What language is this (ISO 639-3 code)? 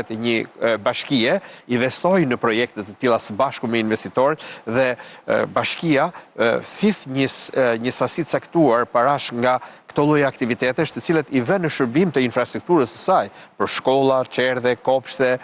sqi